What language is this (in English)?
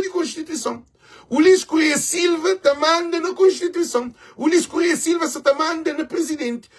Kabuverdianu